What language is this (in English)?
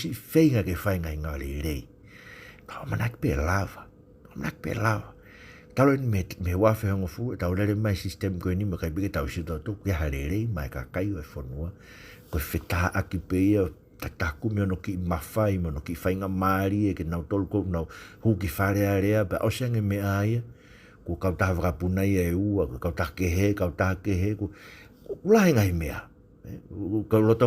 Tongan